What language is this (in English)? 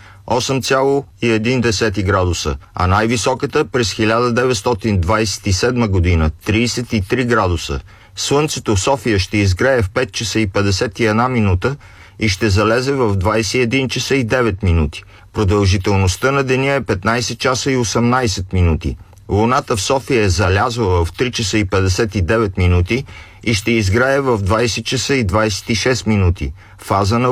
Bulgarian